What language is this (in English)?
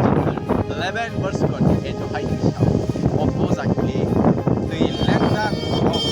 Kok Borok